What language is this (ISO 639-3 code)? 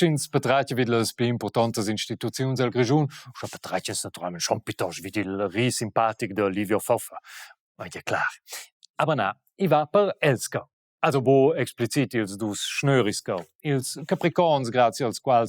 roh